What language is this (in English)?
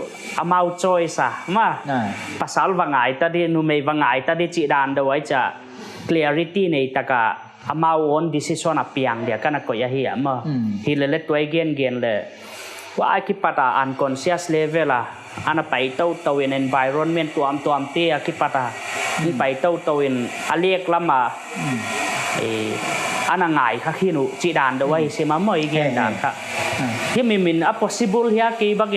Paite Chin